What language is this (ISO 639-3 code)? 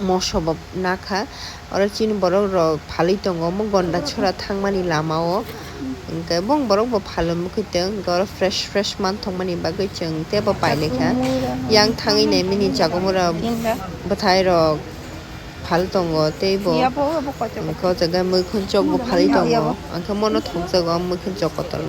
trp